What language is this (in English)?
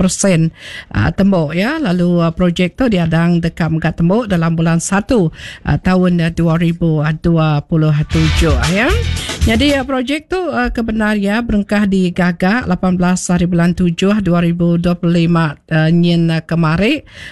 Iban